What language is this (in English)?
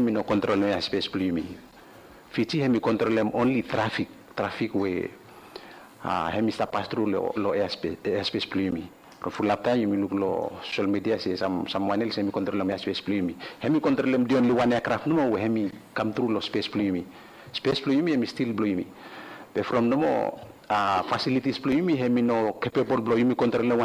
Bislama